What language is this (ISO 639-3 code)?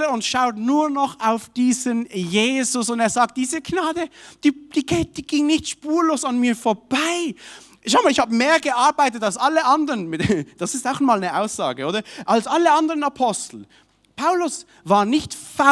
gsw